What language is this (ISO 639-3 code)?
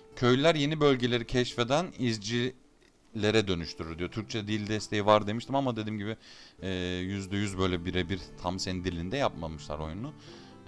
tur